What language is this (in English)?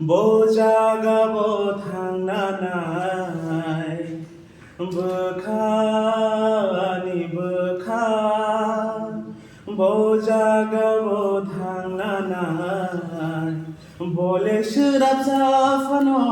Kok Borok